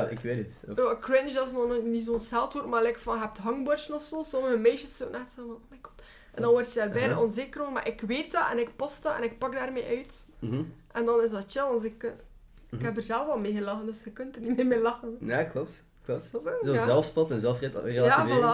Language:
Dutch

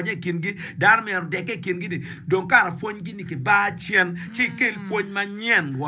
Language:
Acoli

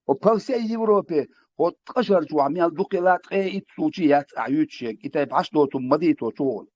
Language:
Chechen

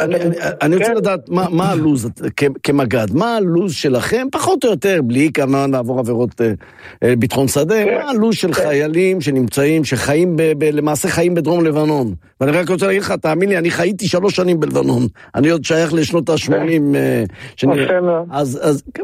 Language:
Hebrew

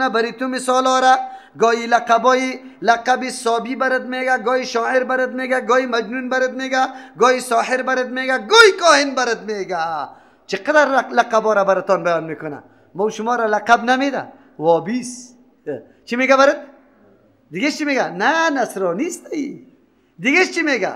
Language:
Persian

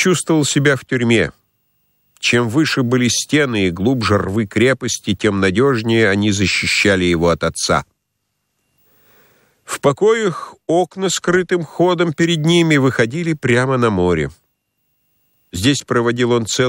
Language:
Russian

